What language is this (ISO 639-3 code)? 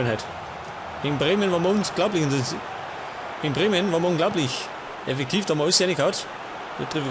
bar